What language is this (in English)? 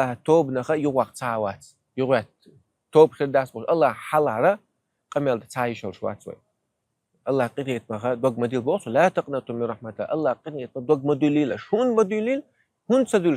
Chechen